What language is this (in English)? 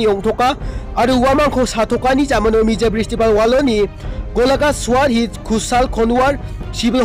Garo